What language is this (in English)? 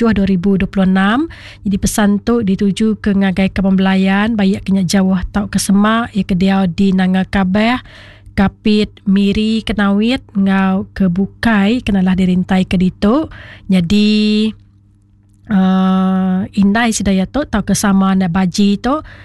Iban